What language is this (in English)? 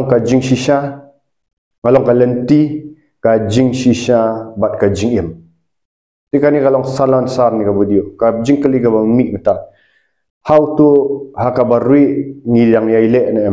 Khasi